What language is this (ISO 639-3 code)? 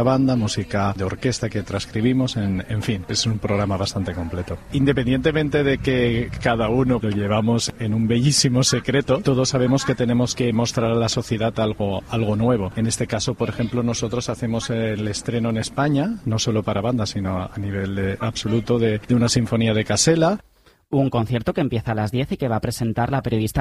spa